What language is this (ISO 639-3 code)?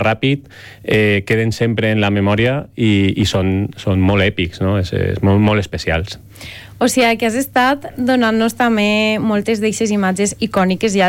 cat